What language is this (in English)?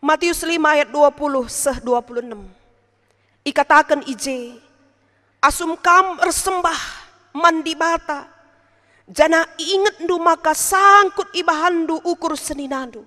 Batak Karo